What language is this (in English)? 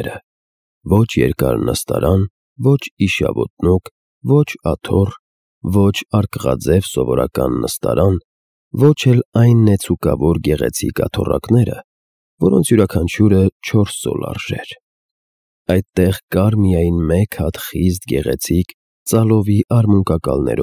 Armenian